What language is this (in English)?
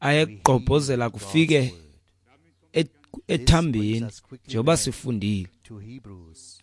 Xhosa